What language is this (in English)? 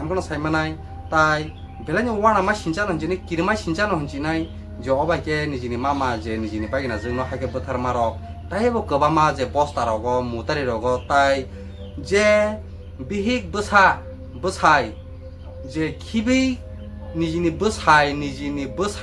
Kok Borok